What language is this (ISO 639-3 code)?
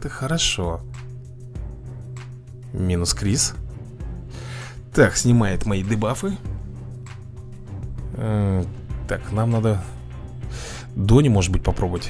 rus